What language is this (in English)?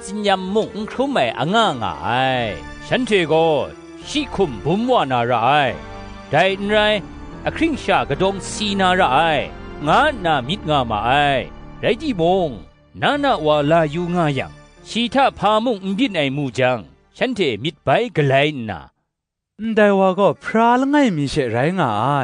Kachin